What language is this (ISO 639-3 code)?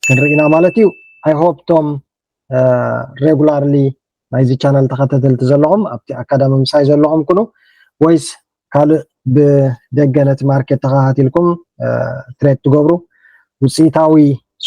tir